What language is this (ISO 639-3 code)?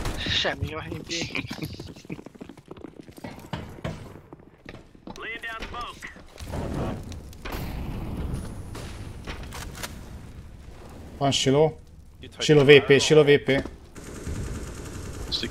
hun